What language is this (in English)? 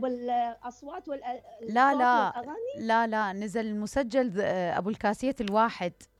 Mesopotamian Arabic